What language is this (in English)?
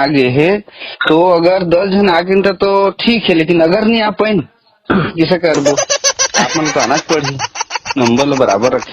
Chhattisgarhi